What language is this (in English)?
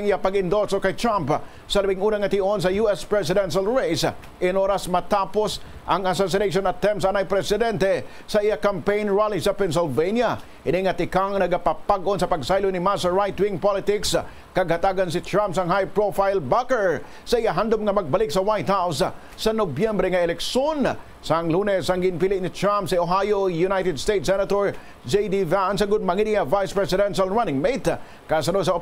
Hiligaynon